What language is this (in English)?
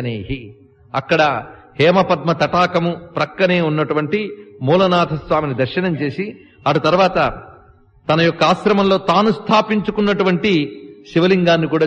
Telugu